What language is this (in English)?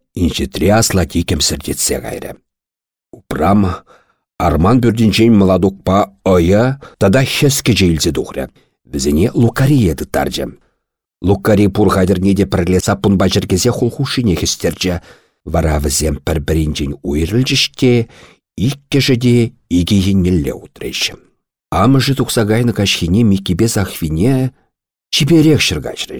Chuvash